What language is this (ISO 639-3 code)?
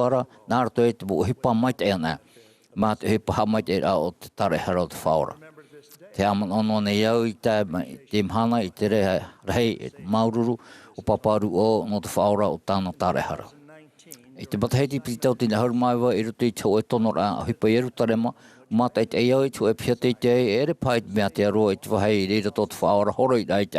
tah